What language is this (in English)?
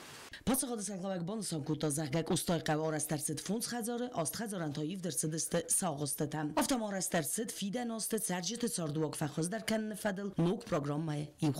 Ossetic